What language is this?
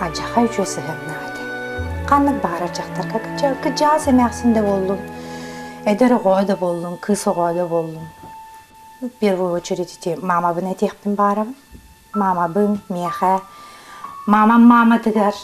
Yakut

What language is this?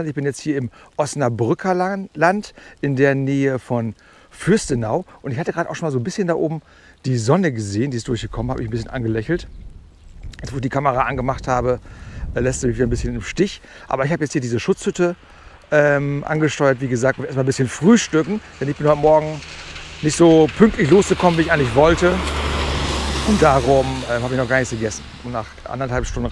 German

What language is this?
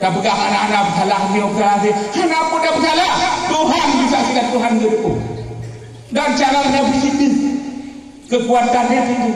Achinese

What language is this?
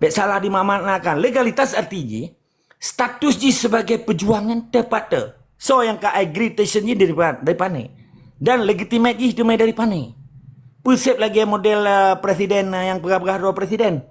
Achinese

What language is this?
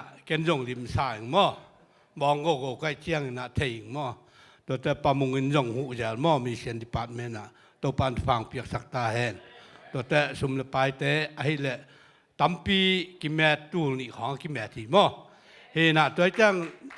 Tedim Chin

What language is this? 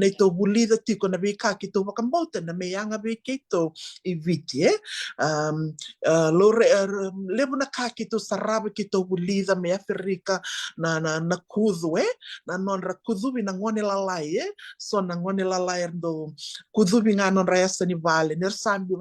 Fijian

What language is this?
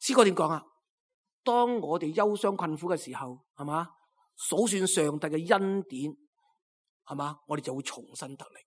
Cantonese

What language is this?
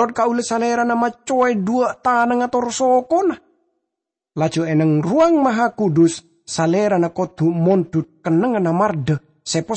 Madurese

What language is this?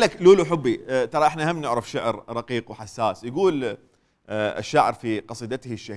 Mesopotamian Arabic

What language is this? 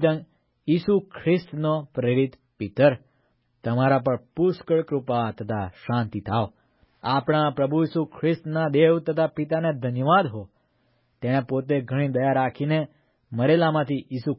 Gujarati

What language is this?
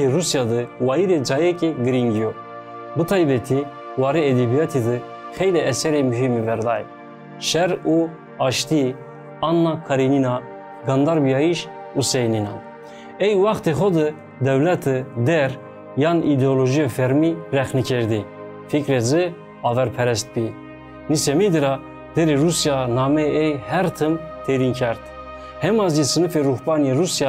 Zaza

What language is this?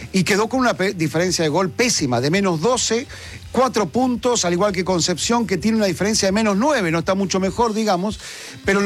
Spanish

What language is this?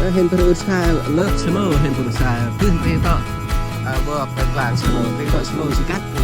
Central Mnong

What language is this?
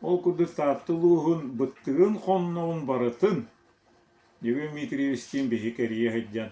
Yakut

